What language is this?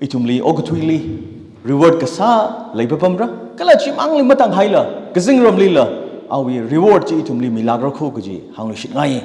Tangkhul Naga (India)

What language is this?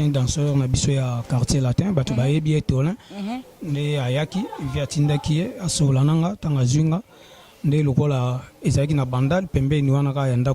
Lingala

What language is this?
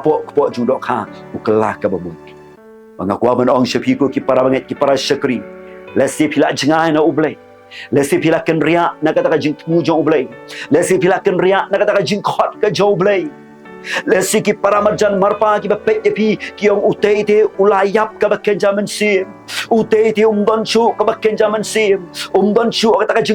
Khasi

